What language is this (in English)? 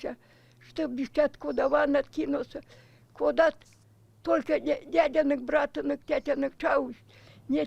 Erzya